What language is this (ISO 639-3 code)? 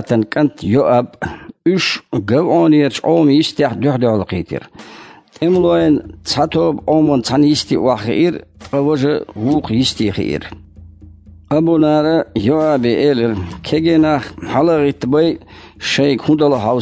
che